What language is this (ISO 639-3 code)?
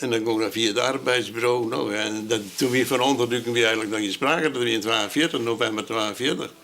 fry